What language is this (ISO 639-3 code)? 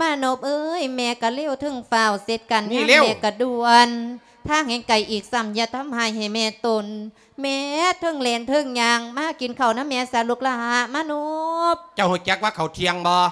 lao